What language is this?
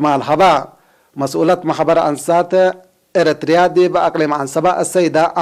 Tigre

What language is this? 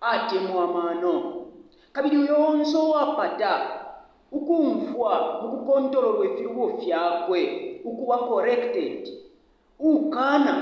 Bemba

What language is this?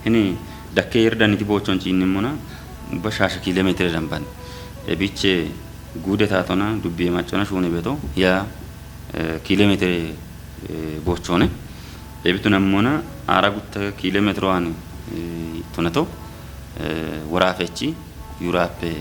Kafa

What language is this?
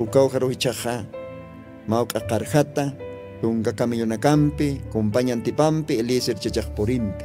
Aymara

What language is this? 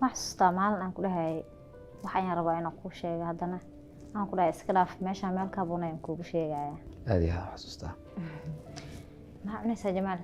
Somali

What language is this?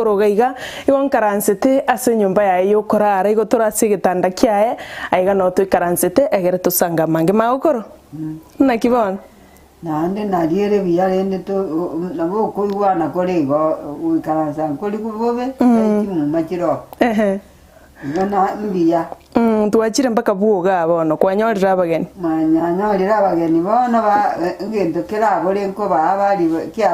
Gusii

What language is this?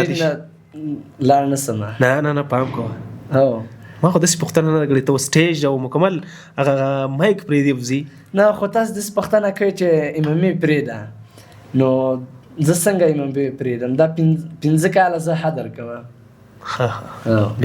Pashto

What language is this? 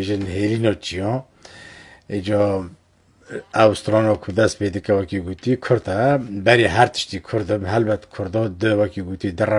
Kurdish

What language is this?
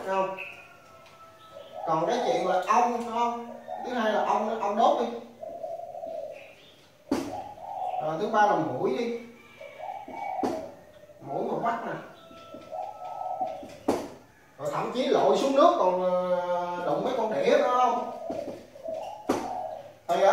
Vietnamese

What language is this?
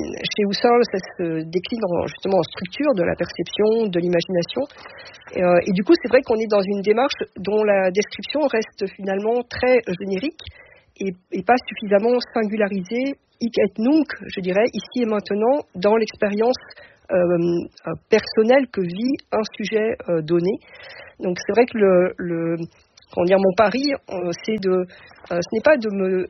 French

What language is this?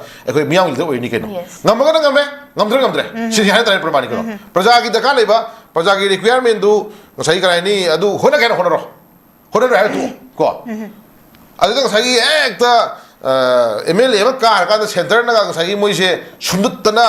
Manipuri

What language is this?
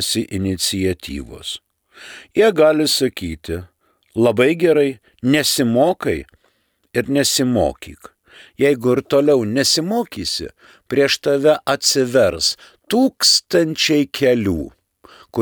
Lithuanian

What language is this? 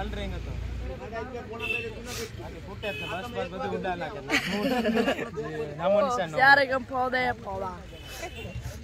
Gujarati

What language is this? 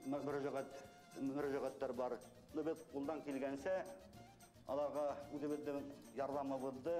Bashkir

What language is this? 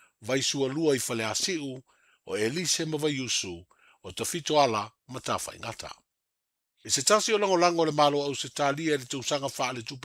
Samoan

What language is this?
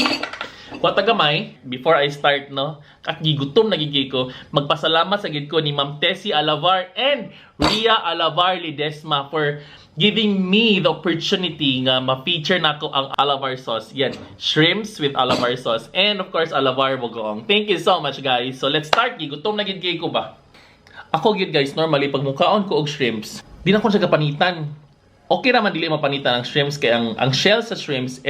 Cebuano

